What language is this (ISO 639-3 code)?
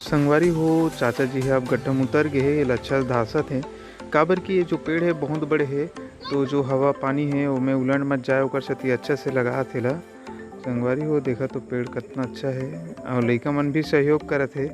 hne